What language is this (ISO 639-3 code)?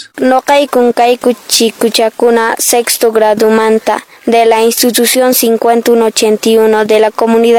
que